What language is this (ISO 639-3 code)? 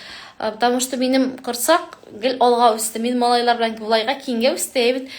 tat